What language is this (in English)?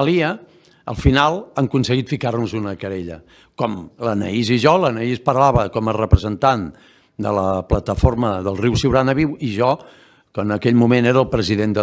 Catalan